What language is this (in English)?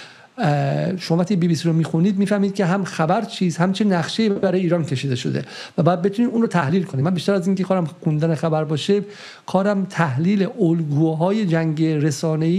Persian